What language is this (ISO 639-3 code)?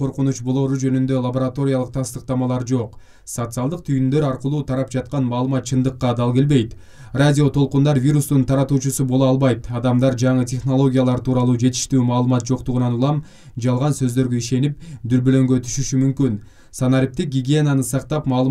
kir